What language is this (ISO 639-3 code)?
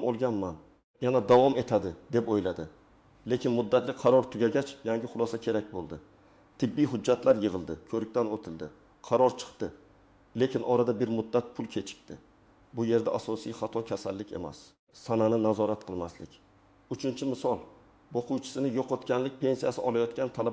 uzb